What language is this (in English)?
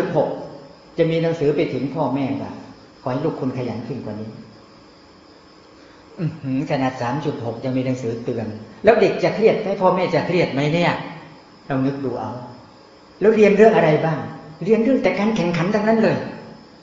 Thai